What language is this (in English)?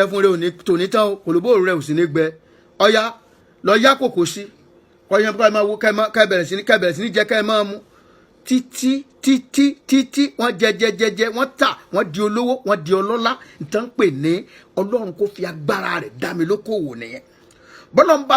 Yoruba